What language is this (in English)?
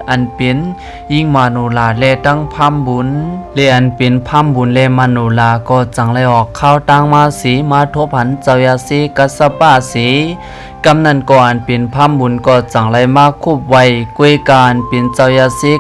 Shan